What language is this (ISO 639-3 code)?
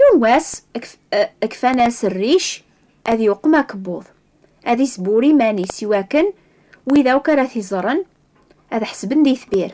kab